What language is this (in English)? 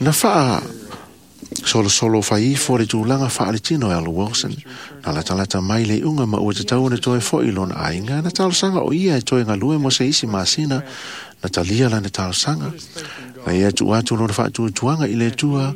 Samoan